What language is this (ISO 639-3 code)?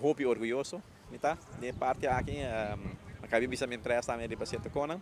pap